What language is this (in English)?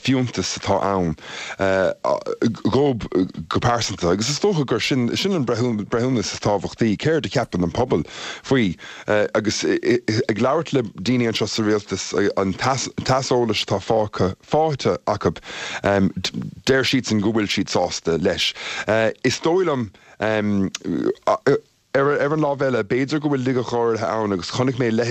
Irish